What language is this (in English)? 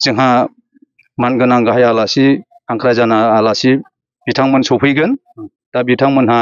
Bodo